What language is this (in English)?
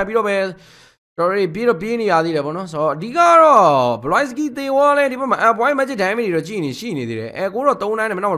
Burmese